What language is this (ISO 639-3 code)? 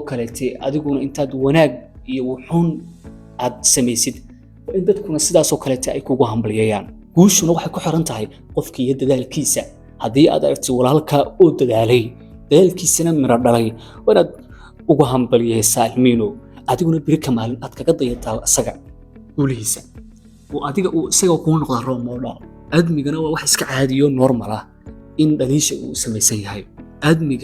som